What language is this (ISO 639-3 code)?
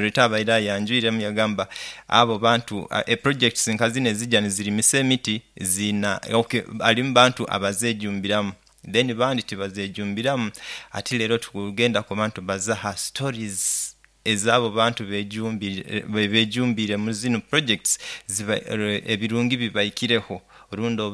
nyo